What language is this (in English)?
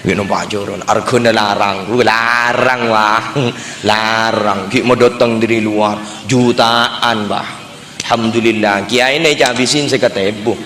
Madurese